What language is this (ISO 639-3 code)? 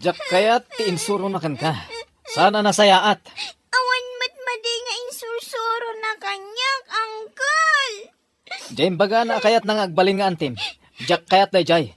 ilo